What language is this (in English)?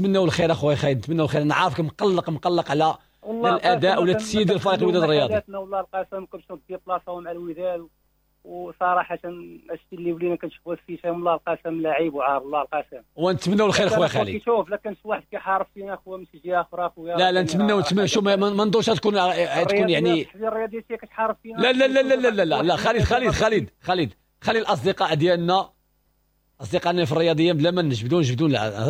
Moroccan Arabic